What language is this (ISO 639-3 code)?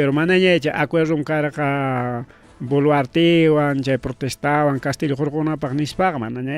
quy